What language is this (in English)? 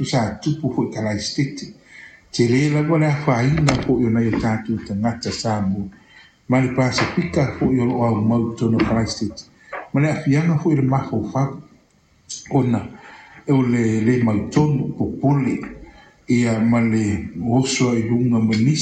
Samoan